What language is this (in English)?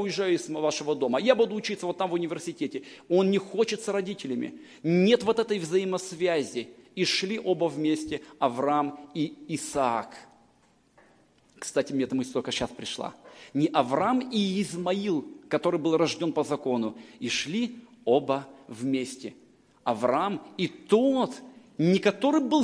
Russian